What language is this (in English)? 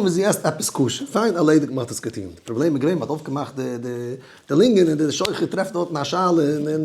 Yiddish